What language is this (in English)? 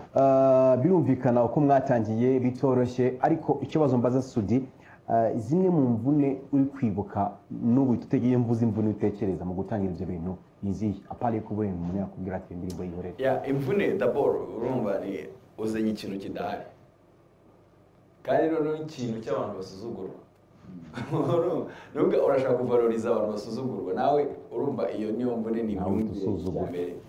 Kinyarwanda